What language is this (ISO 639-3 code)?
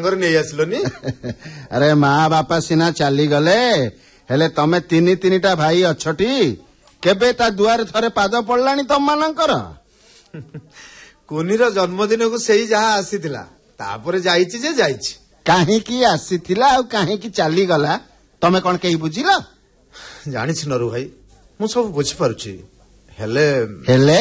ori